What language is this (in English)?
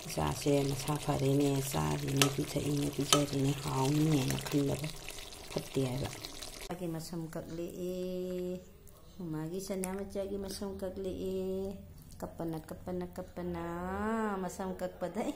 Manipuri